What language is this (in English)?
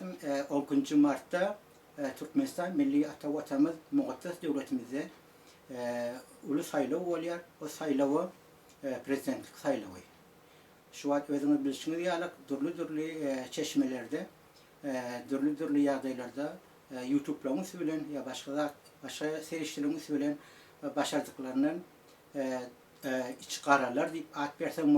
Turkmen